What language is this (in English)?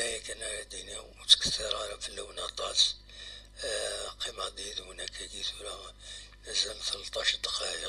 Kabyle